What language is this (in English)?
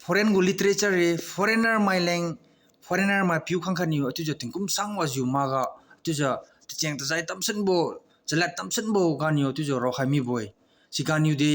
Liangmai Naga